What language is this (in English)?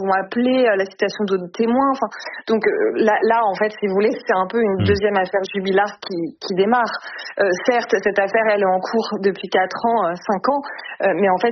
French